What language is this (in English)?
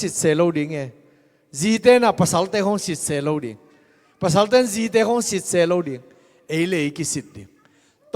Tedim Chin